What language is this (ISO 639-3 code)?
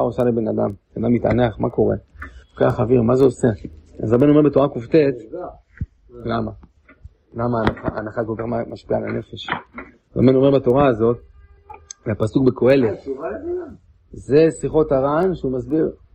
heb